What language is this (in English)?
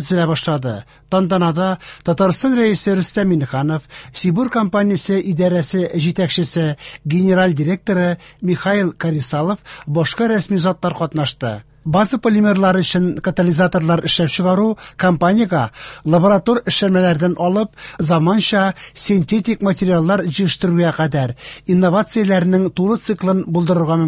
Tatar